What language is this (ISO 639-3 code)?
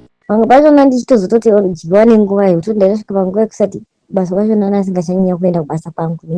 sna